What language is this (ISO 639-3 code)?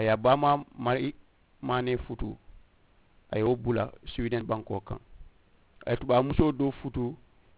man